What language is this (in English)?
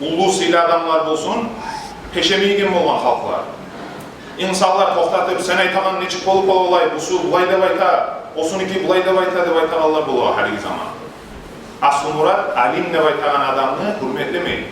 Kumyk